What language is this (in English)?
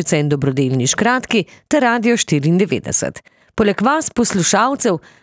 Slovenian